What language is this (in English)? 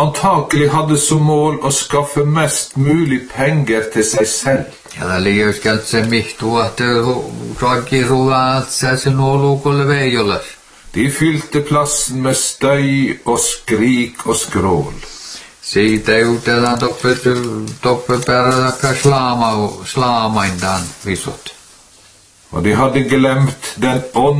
Norwegian